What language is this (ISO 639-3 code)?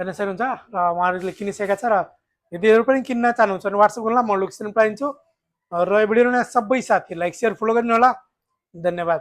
nep